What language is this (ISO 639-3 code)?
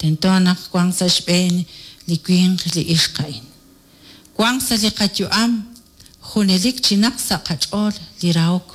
kek